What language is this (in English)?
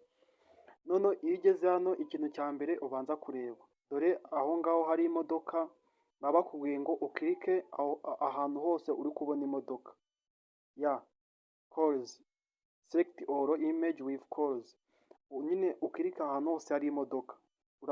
Kinyarwanda